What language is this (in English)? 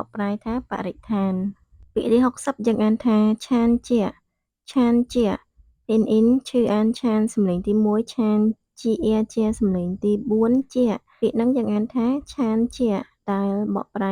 Khmer